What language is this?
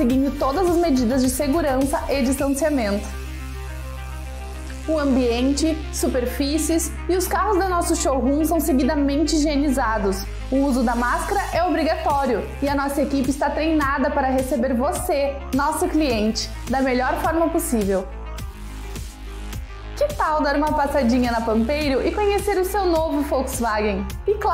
Portuguese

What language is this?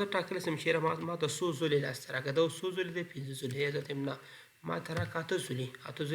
Pashto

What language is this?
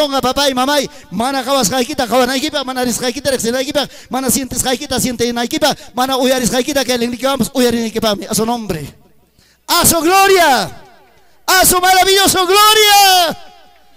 Ayacucho Quechua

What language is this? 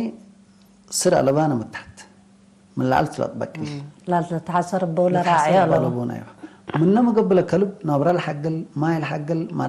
Tigre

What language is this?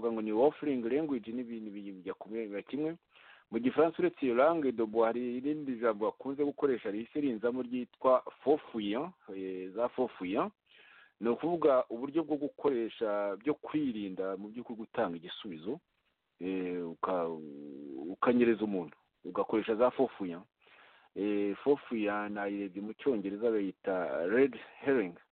Kinyarwanda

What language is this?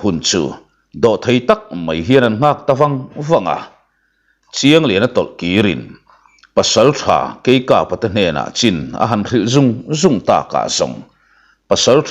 Mizo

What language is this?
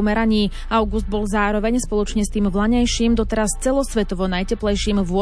Slovak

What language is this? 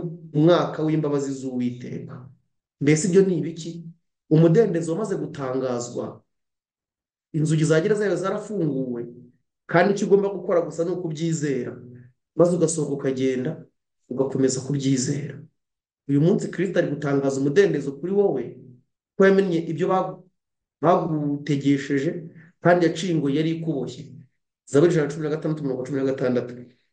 Kinyarwanda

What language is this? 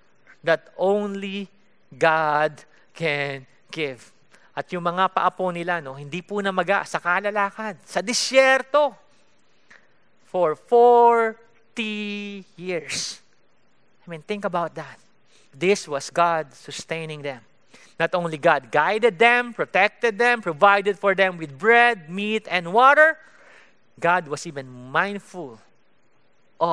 Filipino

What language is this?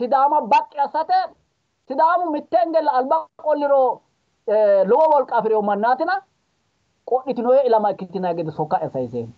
Sidamo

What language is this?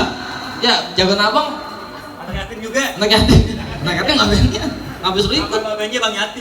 Betawi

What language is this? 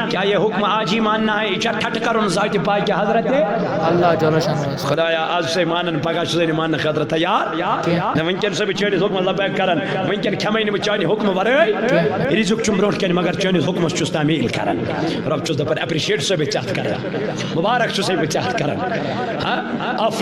Kashmiri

